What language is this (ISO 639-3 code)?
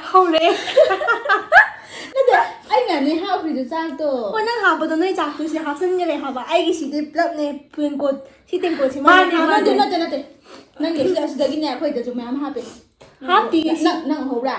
mni